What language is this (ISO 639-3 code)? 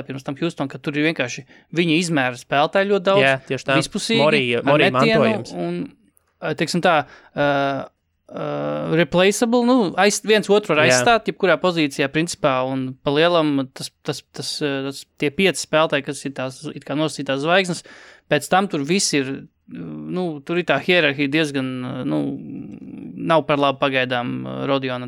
lav